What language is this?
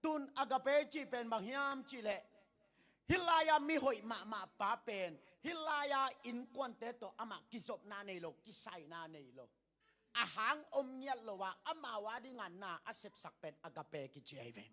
Tedim Chin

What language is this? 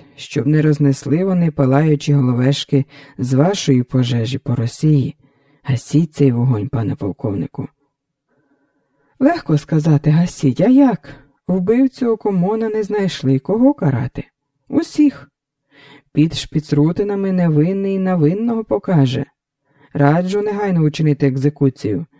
Ukrainian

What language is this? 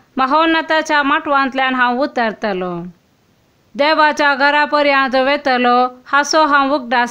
Konkani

